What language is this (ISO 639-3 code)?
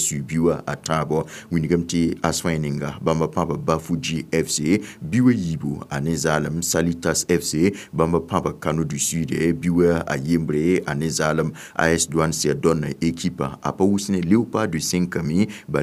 mos